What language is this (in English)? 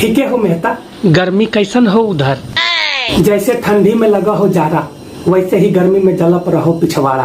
Magahi